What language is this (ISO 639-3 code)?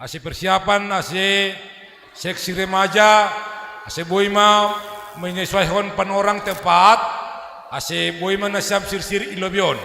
bts